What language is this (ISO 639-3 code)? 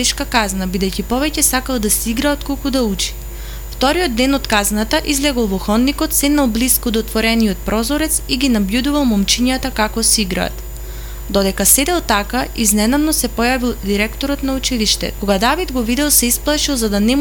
mkd